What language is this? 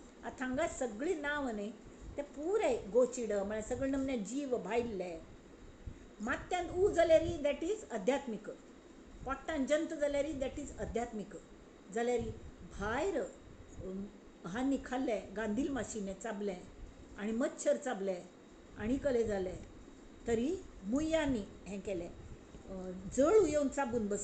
Konkani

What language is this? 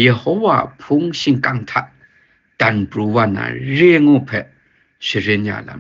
Kachin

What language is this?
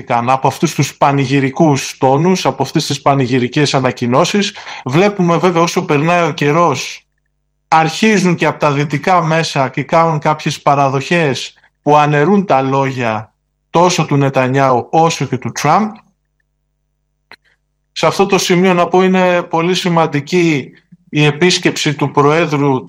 Greek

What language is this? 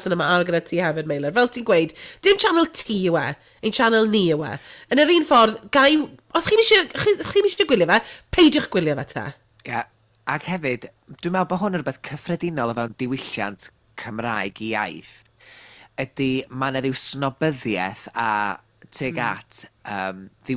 Welsh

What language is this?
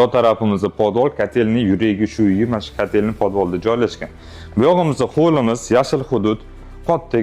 Uzbek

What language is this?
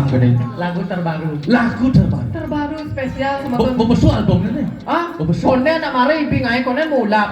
Balinese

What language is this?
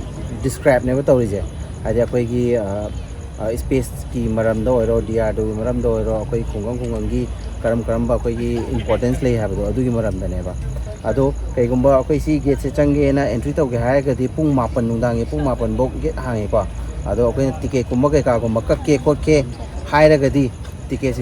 Manipuri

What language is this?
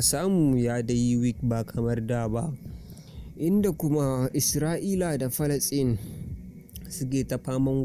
Hausa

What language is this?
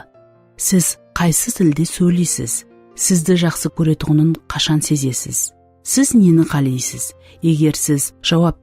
Kara-Kalpak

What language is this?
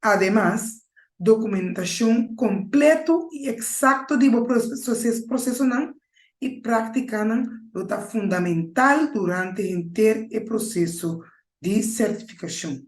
Papiamento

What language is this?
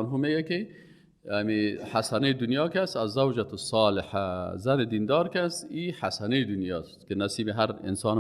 Persian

